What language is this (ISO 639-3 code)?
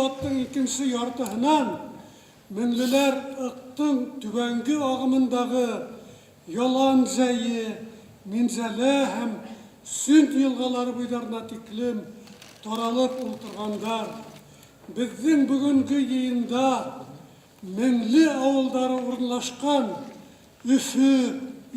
bak